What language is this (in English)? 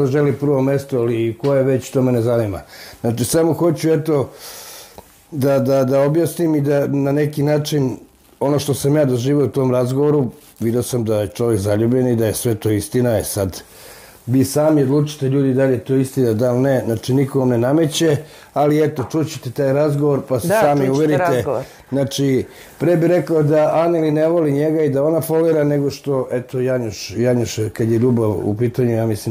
Serbian